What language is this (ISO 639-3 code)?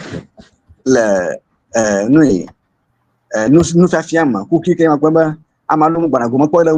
ewe